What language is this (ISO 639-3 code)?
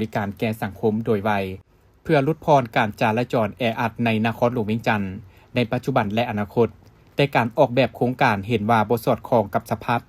lao